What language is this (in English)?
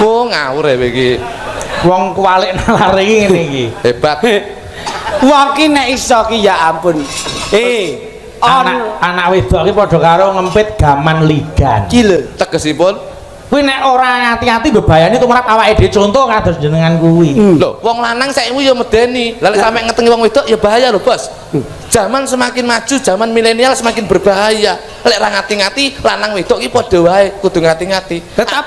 Javanese